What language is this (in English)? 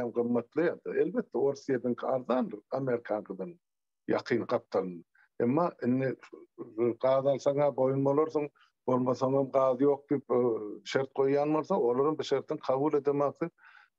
Turkmen